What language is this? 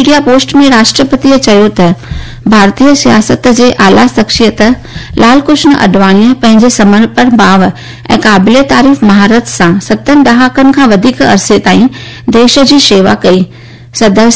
Sindhi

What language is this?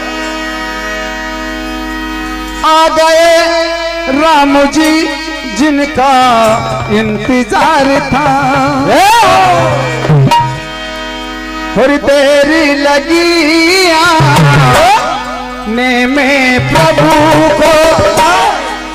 Hindi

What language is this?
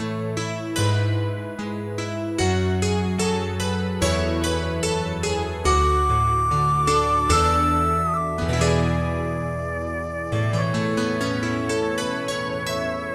Lahu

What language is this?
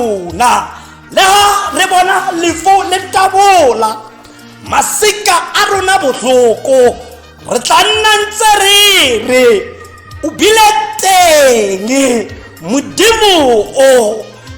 Tswana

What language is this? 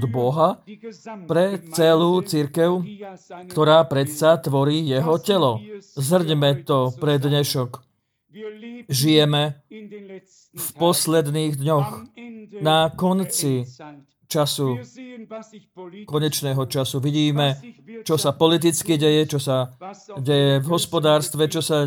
Slovak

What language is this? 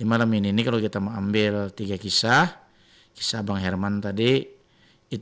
Banjar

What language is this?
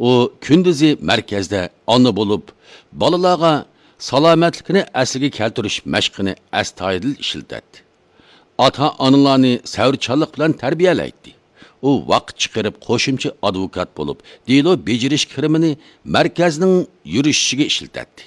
Uyghur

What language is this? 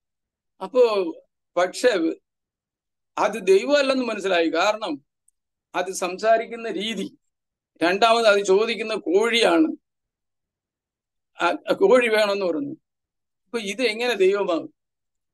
Malayalam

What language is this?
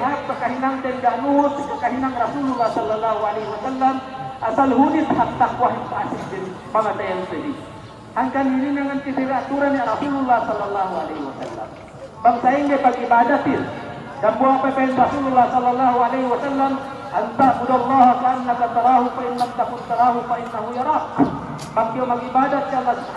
Yakan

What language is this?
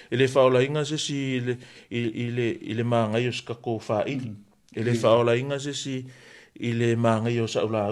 Samoan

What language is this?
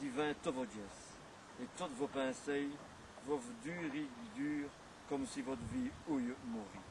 Walloon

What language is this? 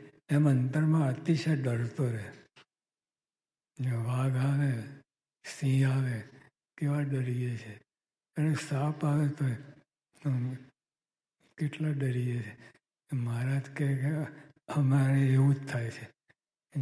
Gujarati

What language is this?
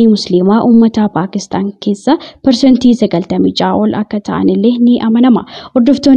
Oromo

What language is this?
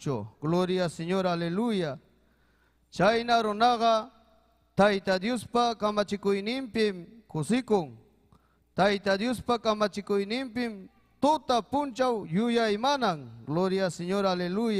Ayacucho Quechua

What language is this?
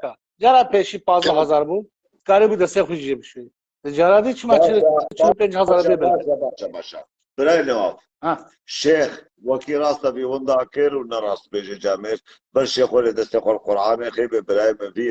Kurdish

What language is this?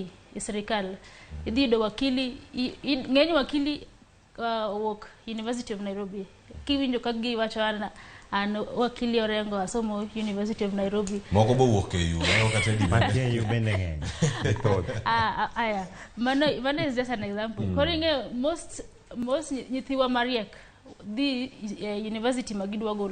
Luo (Kenya and Tanzania)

